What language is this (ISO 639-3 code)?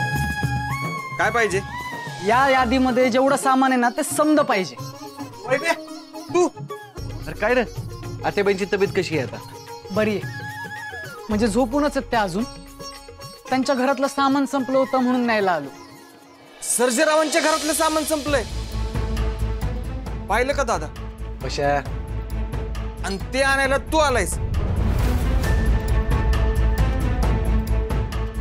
mar